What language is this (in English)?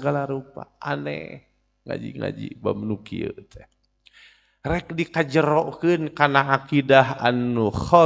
Sundanese